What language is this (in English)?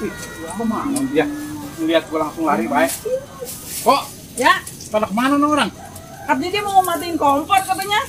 Betawi